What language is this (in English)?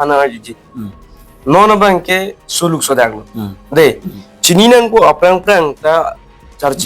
Karbi